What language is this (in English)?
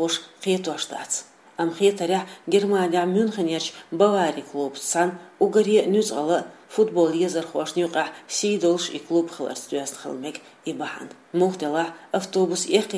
Chechen